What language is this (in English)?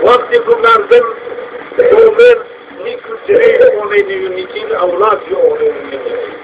Zaza